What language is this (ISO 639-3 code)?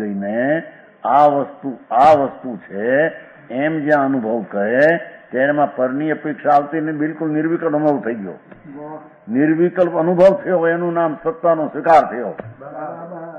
guj